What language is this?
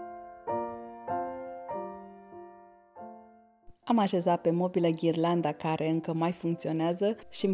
Romanian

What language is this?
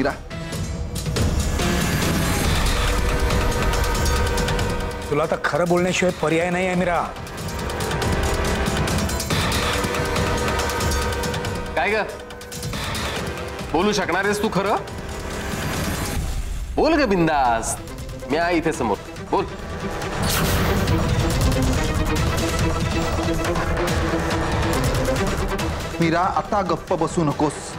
Marathi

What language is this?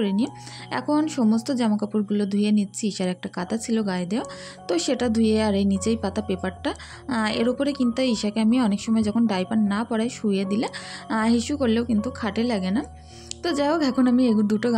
Bangla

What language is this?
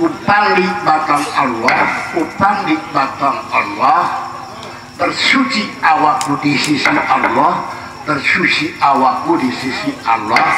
Sasak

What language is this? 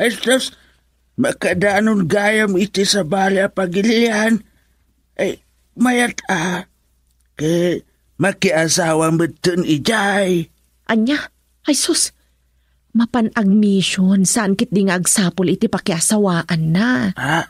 Iloko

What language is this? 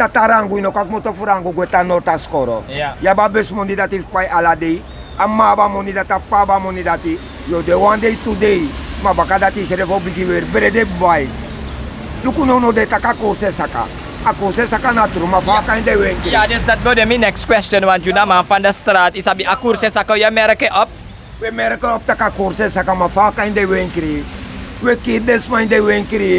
Sranan Tongo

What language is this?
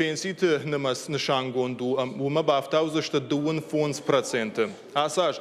Ossetic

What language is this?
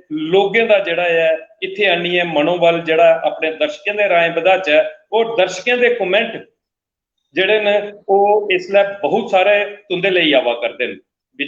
Dogri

